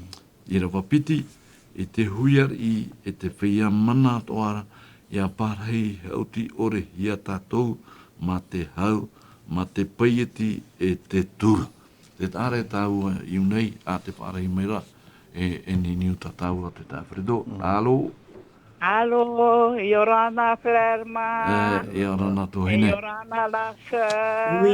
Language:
Tahitian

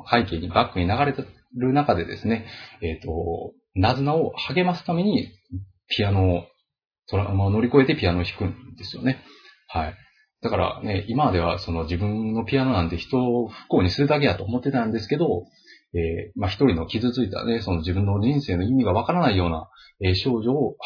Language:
Japanese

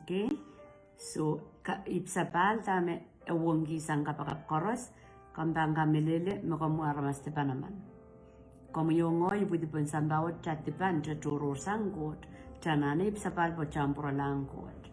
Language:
Pohnpeian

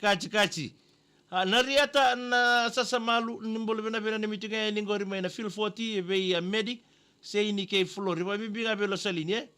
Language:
Fijian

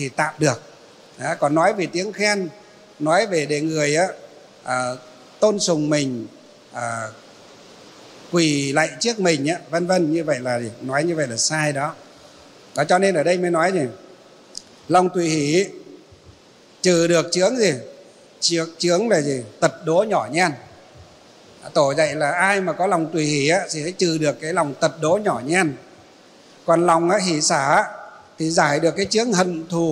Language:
Vietnamese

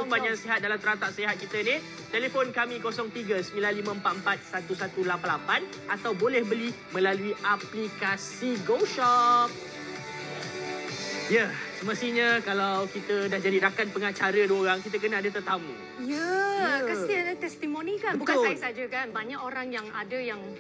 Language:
Malay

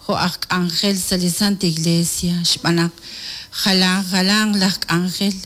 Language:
Kekchí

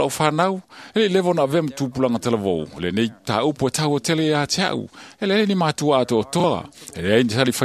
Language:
Samoan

